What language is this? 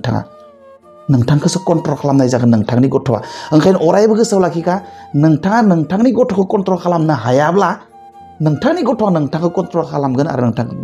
Bodo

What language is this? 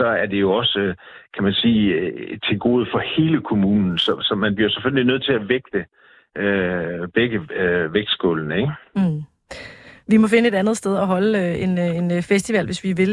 Danish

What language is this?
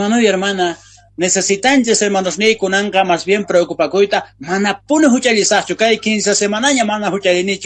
South Bolivian Quechua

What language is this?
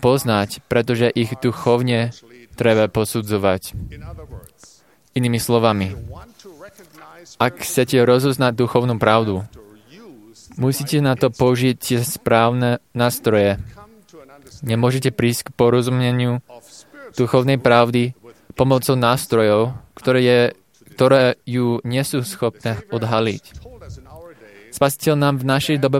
Slovak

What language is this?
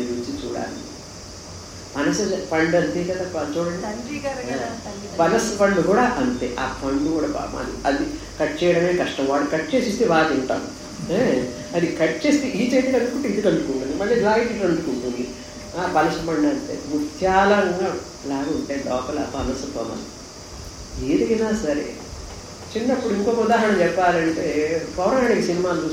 Telugu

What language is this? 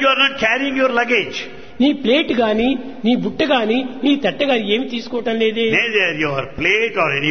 Telugu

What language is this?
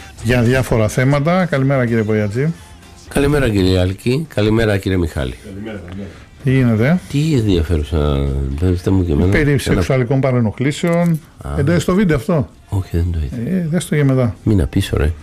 Greek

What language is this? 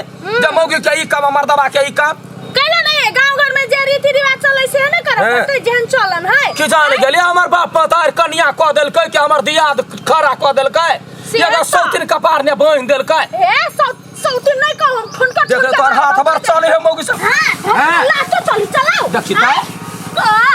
Maithili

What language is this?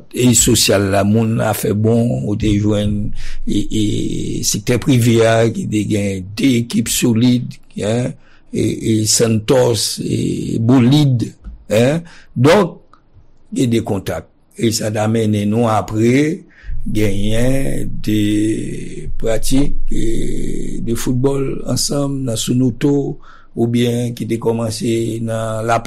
Haitian Creole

